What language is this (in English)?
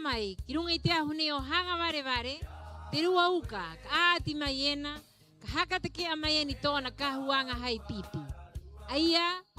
Rapanui